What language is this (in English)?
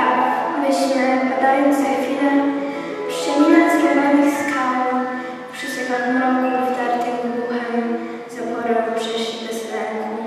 Polish